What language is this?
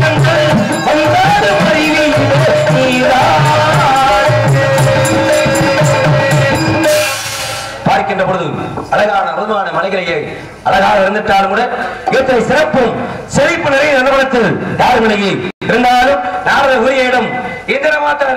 Tamil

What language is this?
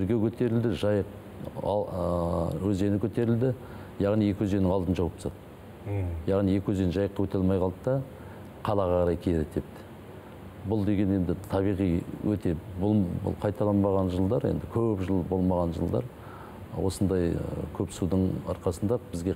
Kazakh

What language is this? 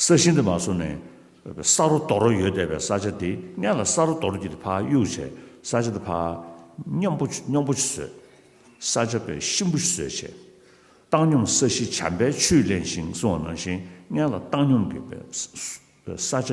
Tibetan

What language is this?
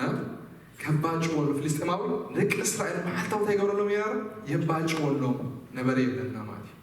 Tigrinya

